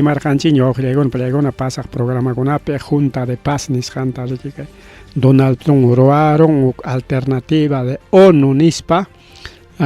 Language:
Ayacucho Quechua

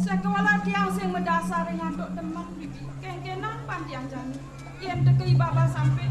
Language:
Balinese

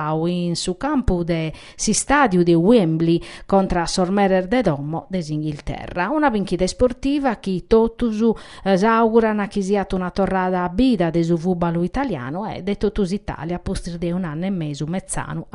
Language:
Sardinian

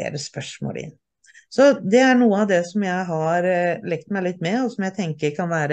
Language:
Norwegian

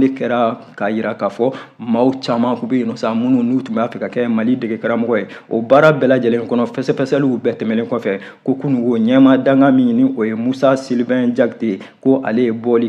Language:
Bambara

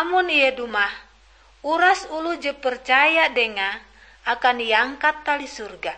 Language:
Ngaju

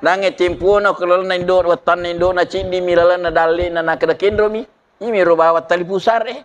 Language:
Buginese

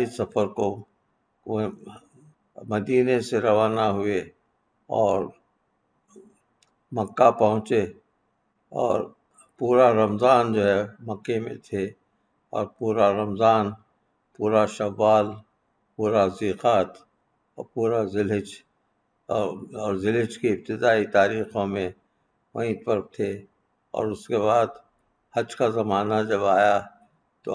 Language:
Urdu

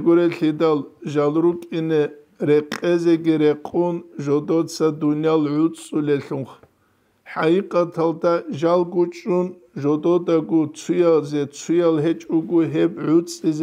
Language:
Avaric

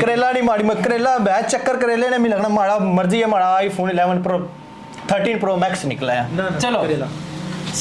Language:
Pahari-Potwari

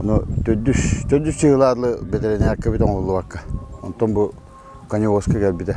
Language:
Yakut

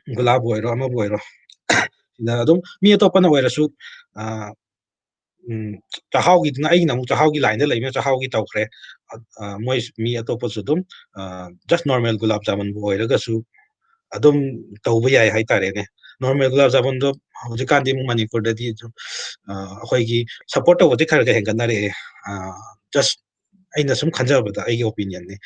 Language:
Manipuri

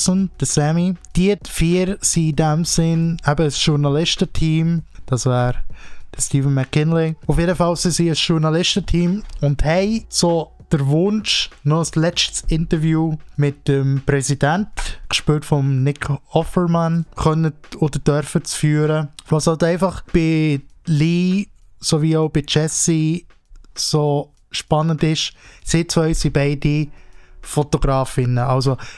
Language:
Swiss German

